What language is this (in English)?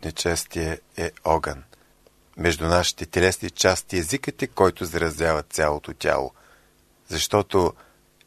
Bulgarian